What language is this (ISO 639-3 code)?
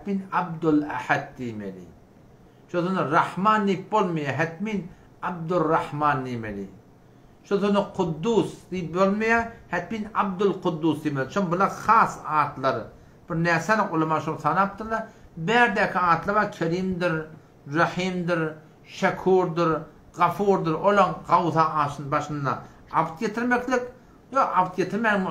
tuk